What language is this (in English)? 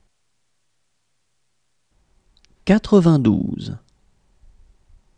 French